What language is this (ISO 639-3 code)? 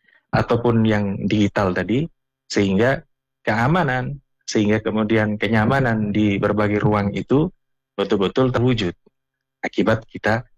ind